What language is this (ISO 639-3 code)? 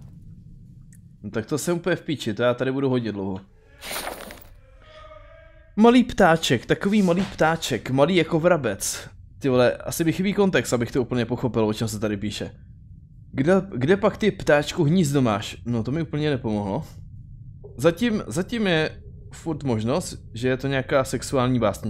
ces